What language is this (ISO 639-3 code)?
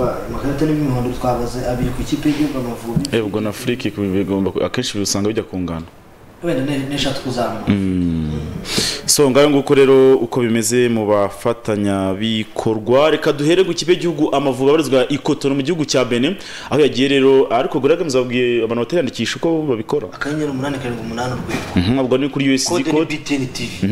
kin